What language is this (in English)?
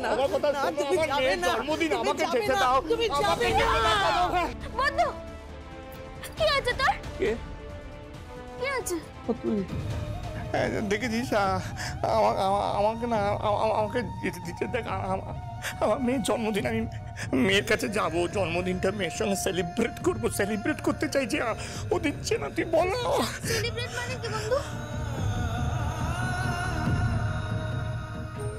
Bangla